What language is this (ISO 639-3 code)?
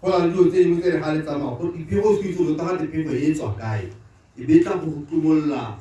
tsn